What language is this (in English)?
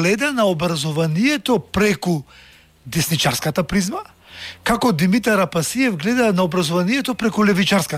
Macedonian